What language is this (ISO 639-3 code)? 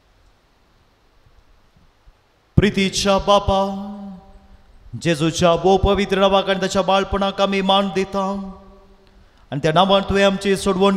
kok